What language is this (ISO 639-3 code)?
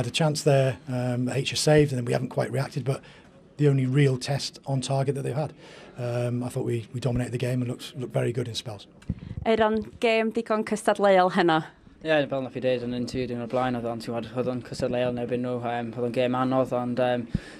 cym